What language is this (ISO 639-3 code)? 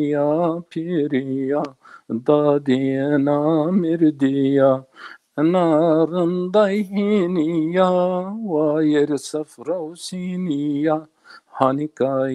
zza